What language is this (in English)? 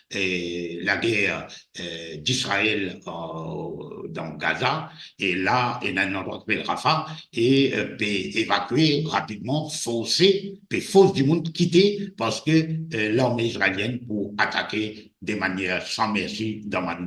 Morisyen